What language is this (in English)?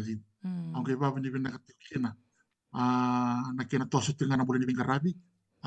Fijian